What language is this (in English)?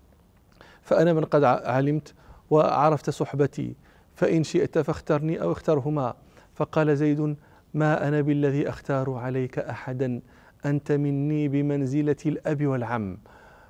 Arabic